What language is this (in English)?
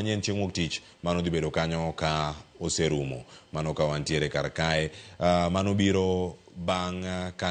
Luo (Kenya and Tanzania)